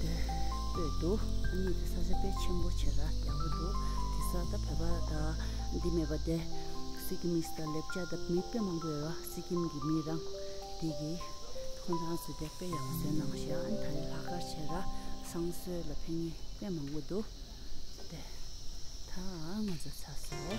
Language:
Tibetan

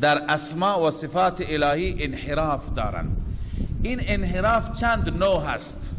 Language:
Persian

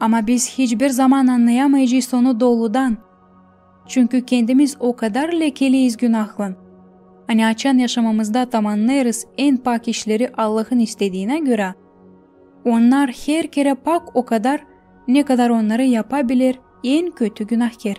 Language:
Gagauz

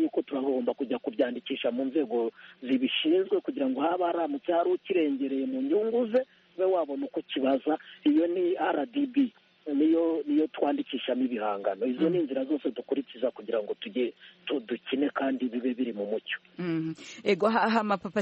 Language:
Kinyarwanda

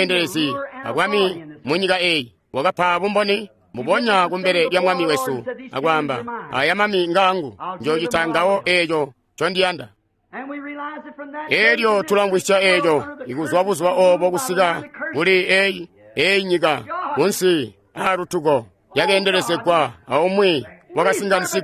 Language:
Tonga (Zambia)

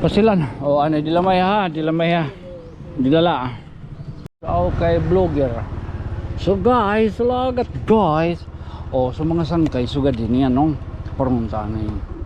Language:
Waray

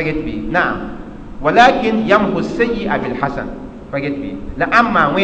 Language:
Mossi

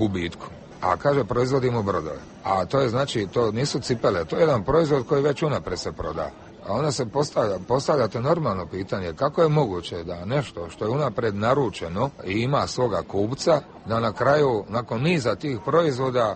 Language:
Croatian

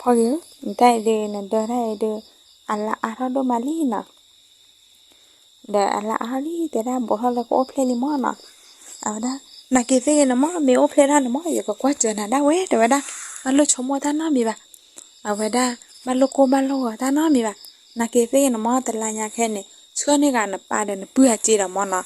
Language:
S'gaw Karen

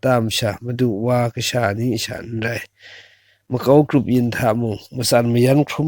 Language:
Kachin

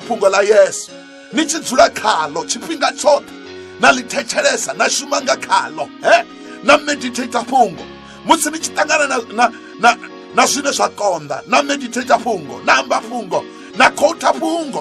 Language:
Venda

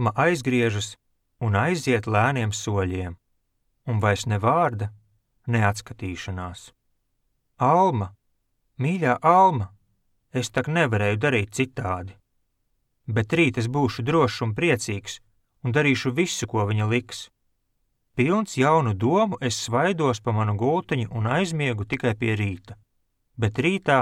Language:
Latvian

